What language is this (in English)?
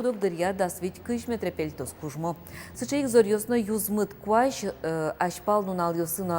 Udmurt